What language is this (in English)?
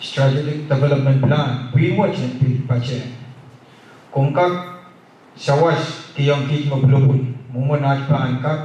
Pohnpeian